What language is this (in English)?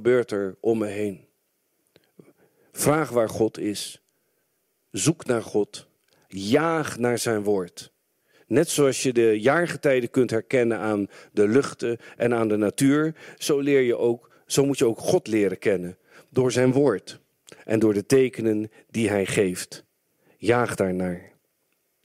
Dutch